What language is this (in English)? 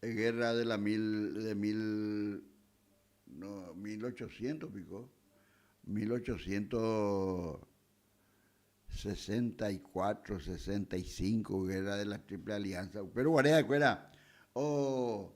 Guarani